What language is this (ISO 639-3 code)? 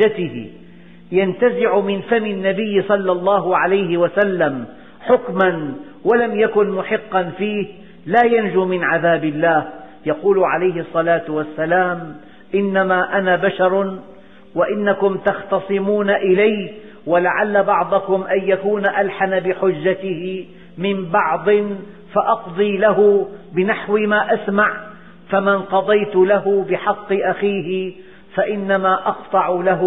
ara